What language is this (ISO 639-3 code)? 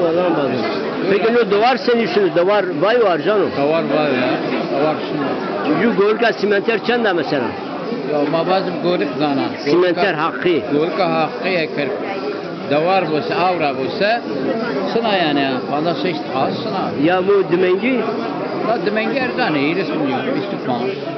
zza